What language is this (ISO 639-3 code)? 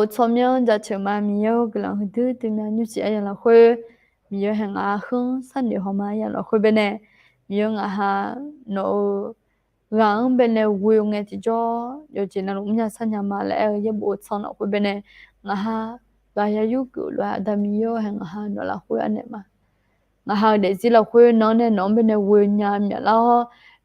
ahk